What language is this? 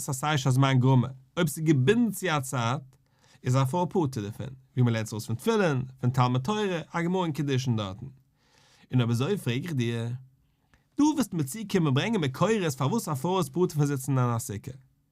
Yiddish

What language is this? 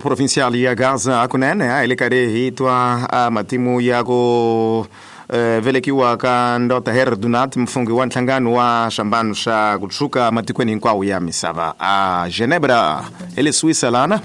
Tsonga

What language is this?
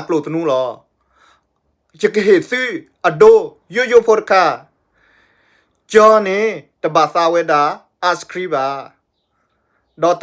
S'gaw Karen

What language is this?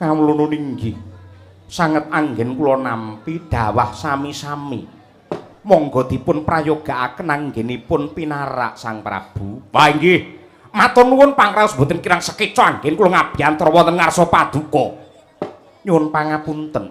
Javanese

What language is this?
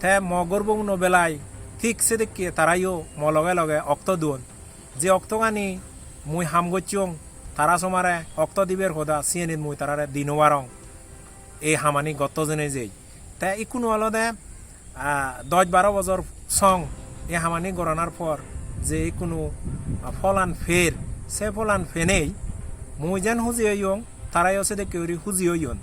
Chakma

